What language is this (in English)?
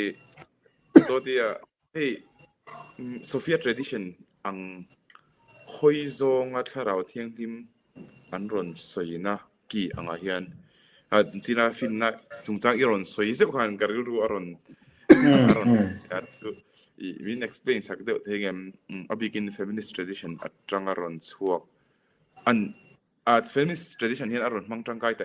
Mizo